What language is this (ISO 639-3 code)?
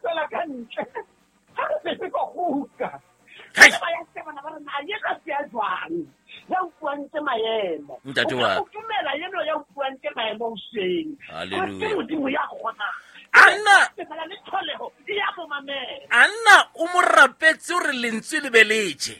sot